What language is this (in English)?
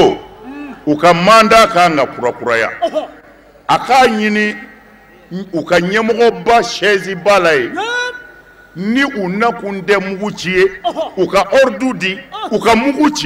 Bambara